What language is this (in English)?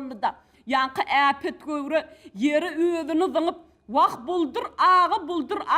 Turkmen